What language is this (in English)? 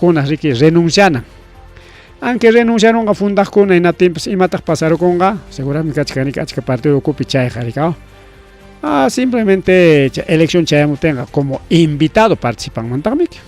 Ayacucho Quechua